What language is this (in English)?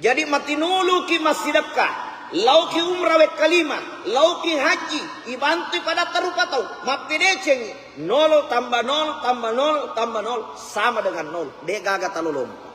Buginese